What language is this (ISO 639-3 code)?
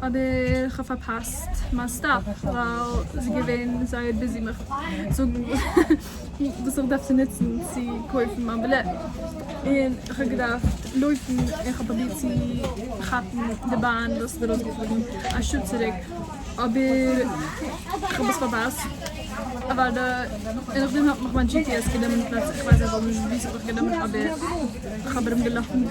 yid